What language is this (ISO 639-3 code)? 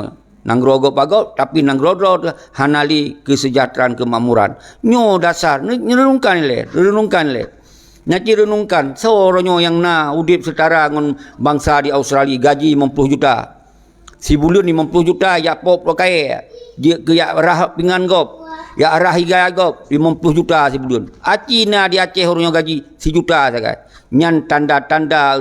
ace